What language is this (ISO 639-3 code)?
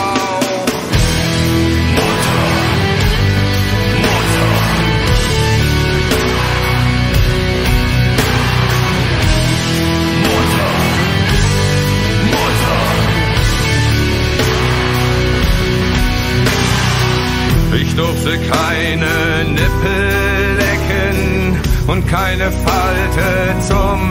deu